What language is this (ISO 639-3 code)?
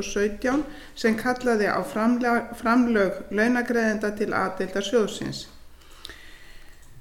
isl